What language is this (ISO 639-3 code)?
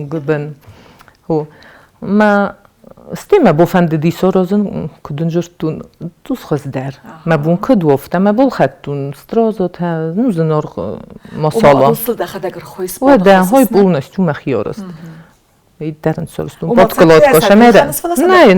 oss